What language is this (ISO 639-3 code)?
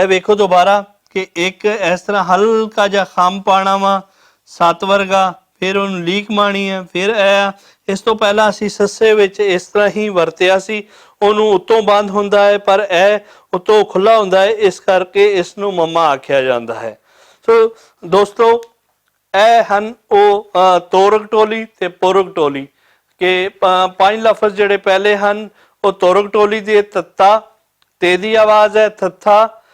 lah